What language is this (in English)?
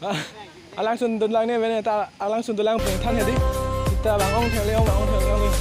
Karbi